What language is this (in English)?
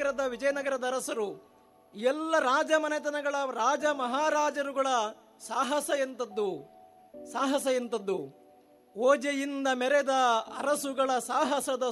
Kannada